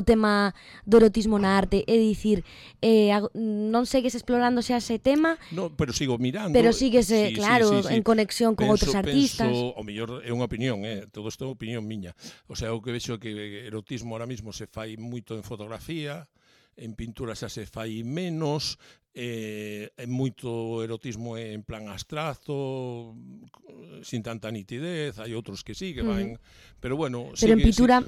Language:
Galician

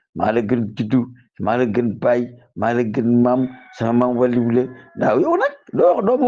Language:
Wolof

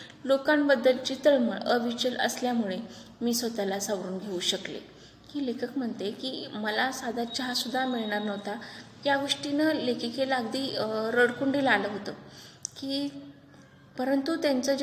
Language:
Marathi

